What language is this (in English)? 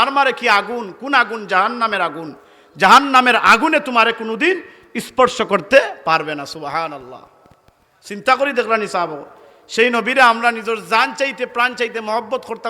Sylheti